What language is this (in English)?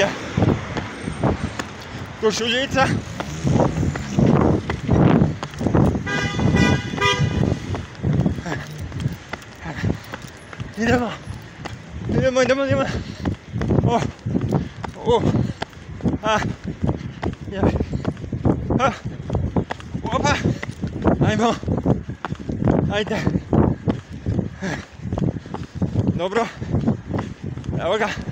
Croatian